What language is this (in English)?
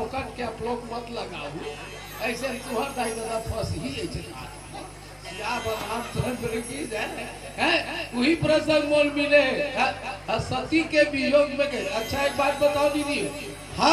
Chhattisgarhi